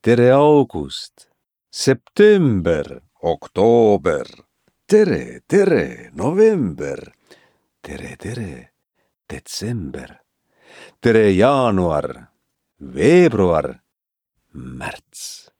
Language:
Estonian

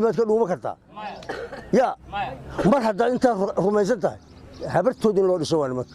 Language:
Somali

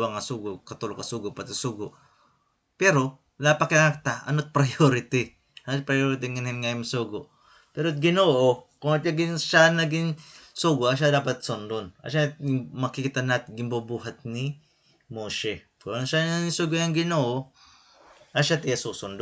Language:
Waray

